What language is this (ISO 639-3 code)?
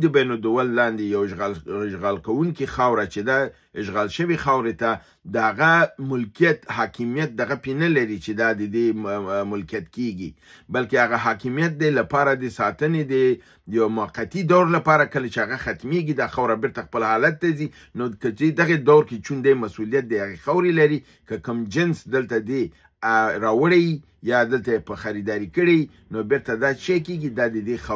pus